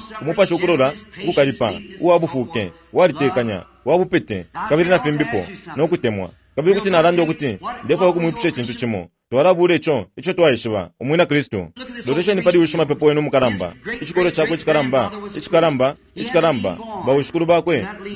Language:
Bemba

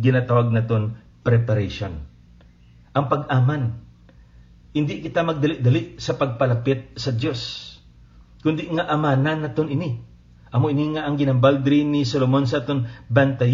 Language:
Hiligaynon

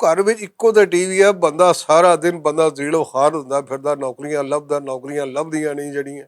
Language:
Western Panjabi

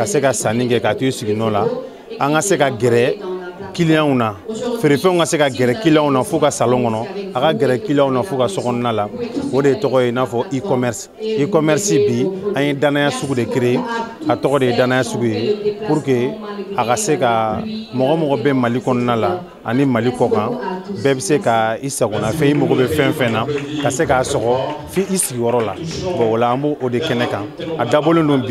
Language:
Bambara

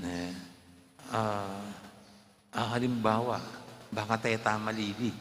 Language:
Pampanga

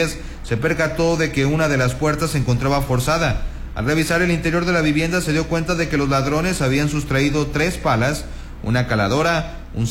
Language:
Spanish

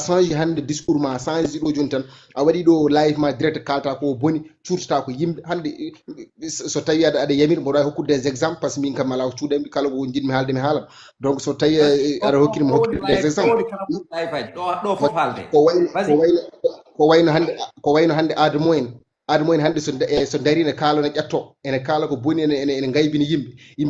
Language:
Fula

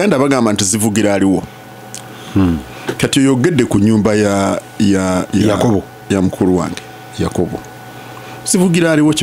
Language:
Ganda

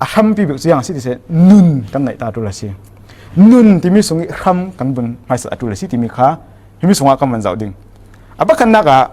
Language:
Falam Chin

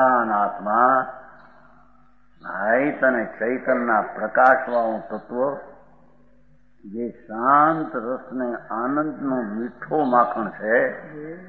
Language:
Gujarati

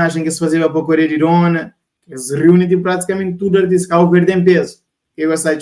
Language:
Kabuverdianu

